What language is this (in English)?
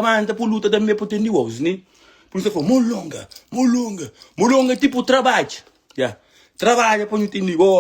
Kabuverdianu